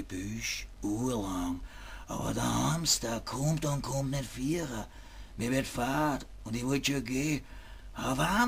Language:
Bavarian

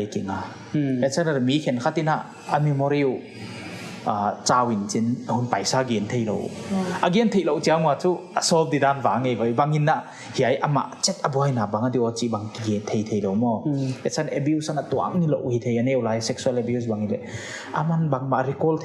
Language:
Paite Chin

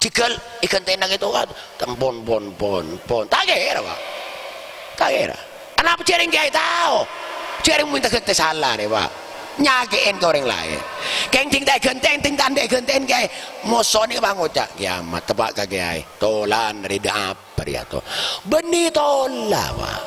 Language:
Madurese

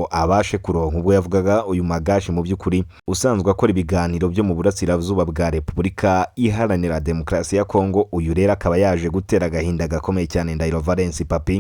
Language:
Kinyarwanda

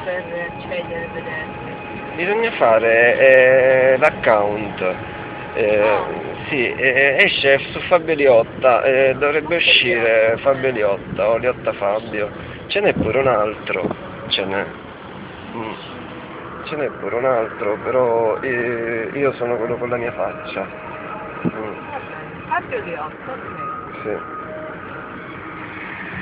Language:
Italian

